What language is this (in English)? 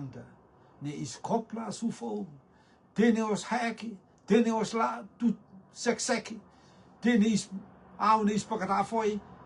Rotuman